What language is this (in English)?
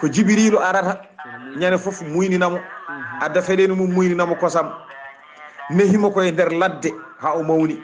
Fula